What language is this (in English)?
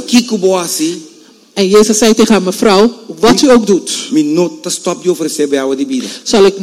Dutch